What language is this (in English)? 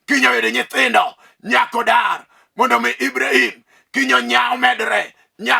Luo (Kenya and Tanzania)